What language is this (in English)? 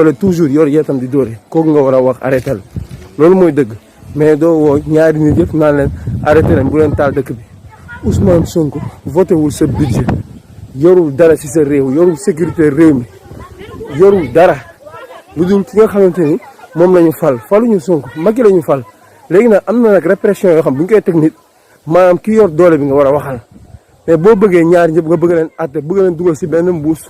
Wolof